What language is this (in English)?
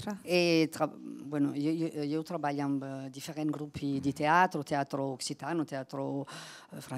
Occitan